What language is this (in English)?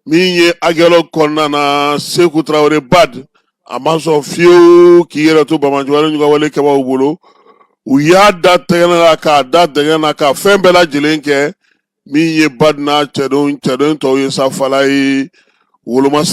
Bambara